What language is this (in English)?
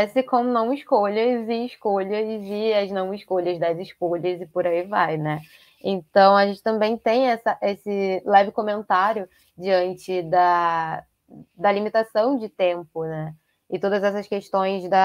Portuguese